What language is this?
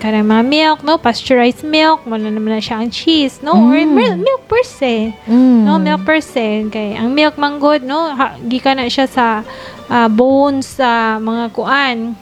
Cebuano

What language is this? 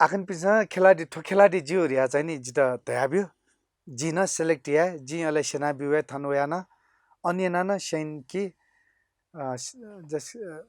Newari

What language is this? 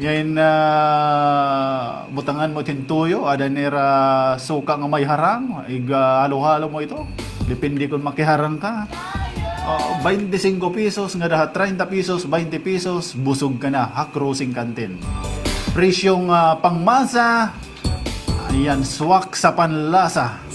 Waray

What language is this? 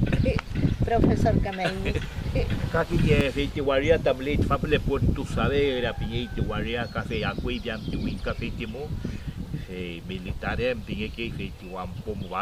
Mapuche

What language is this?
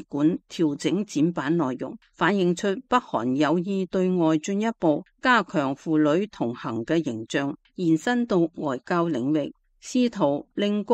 Cantonese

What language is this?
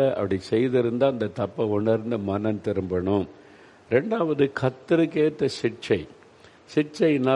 Tamil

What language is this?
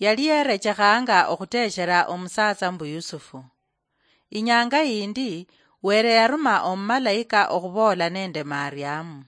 Luyia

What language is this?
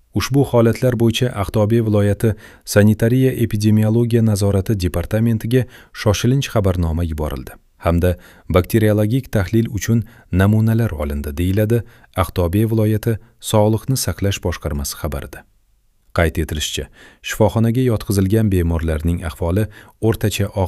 Uzbek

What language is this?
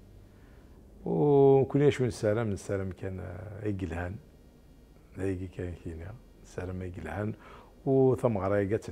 Kabyle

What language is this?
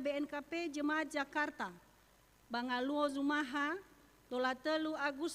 Nias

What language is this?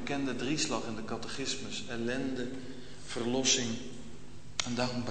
Dutch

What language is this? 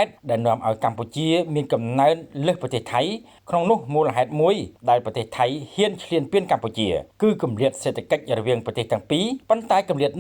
Khmer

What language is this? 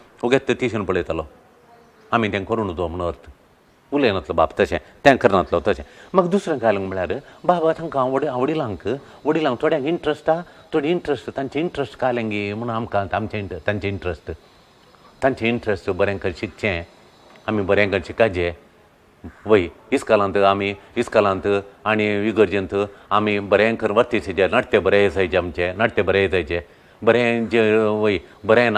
Konkani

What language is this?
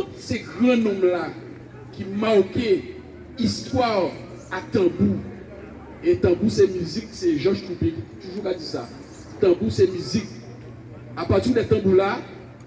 Guadeloupean Creole French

